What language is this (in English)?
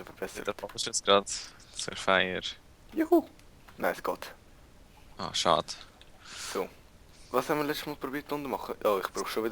Swiss German